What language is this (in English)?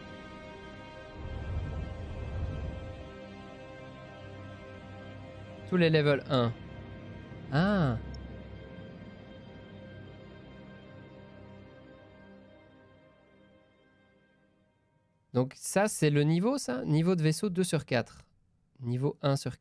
French